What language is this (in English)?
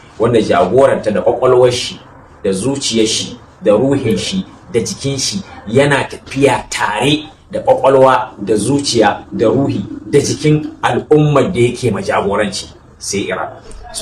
Hausa